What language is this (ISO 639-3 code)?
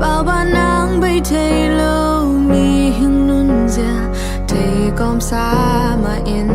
ctd